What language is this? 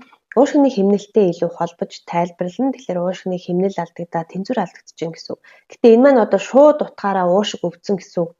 Mongolian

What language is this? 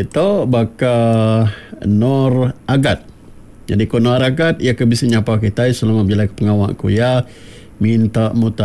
Iban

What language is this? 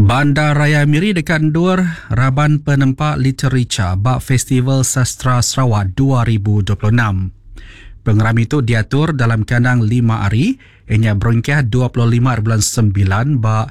Iban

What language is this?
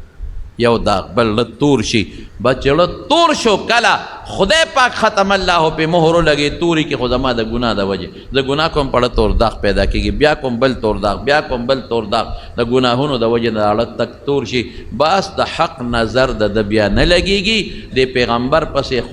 Pashto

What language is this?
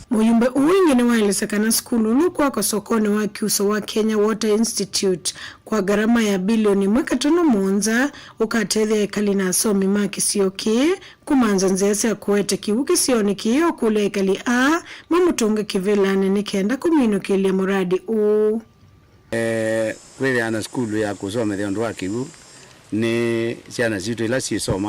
Kamba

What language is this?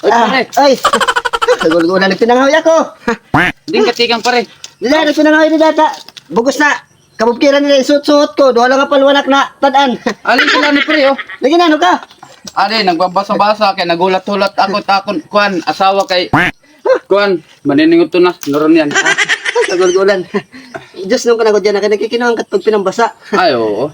Waray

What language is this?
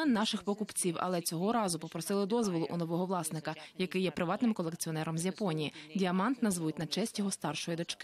Ukrainian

